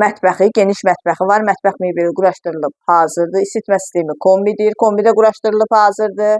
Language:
Azerbaijani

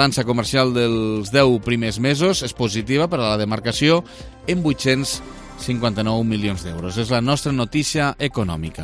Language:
Catalan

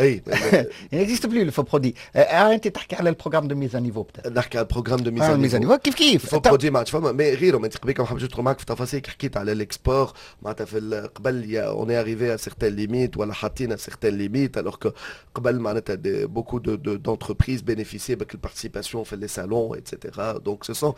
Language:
Tunisian Arabic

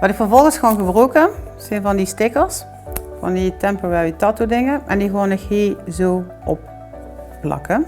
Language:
Limburgish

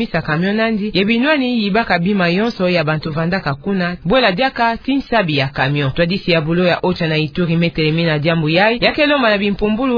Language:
Kituba (Democratic Republic of Congo)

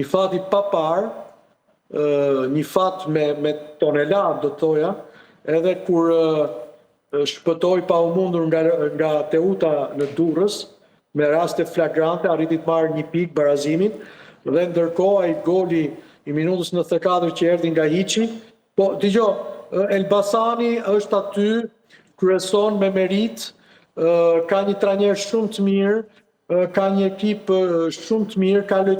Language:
Albanian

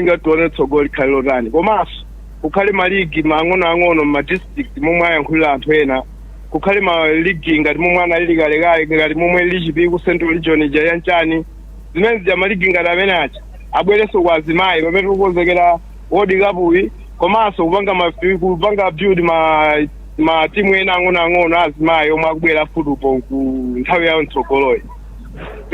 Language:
Nyanja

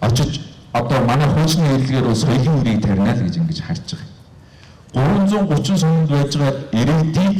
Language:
Mongolian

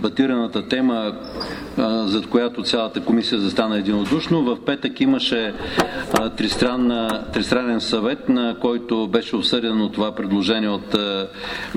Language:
Bulgarian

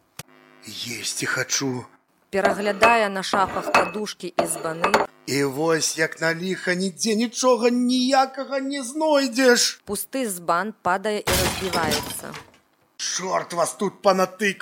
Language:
Belarusian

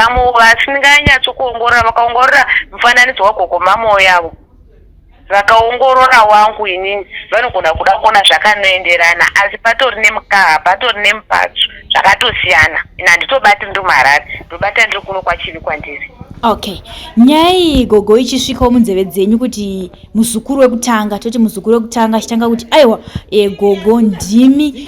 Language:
Shona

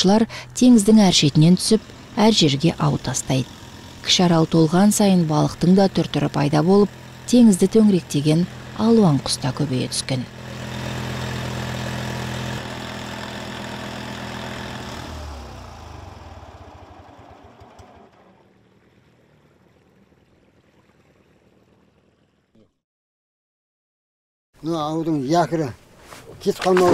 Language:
Kazakh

